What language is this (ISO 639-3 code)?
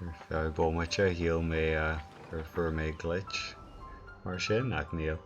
gle